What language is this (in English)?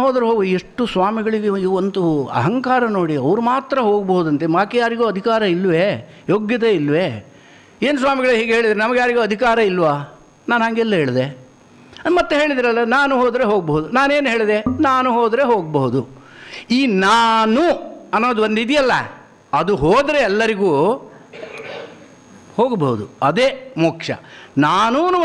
Kannada